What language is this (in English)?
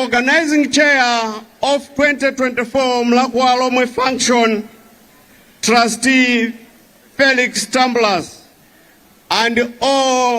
Nyanja